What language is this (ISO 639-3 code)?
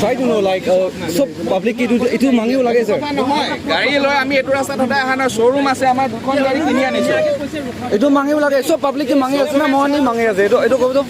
nag